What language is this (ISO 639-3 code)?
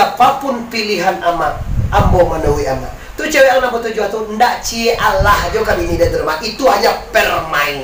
min